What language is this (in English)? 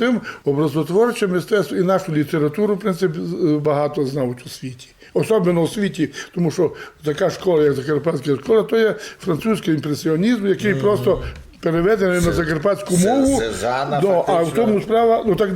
Rusyn